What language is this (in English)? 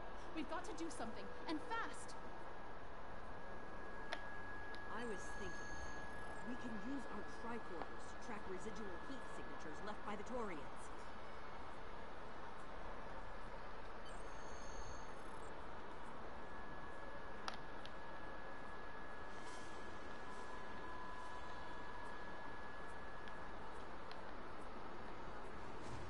English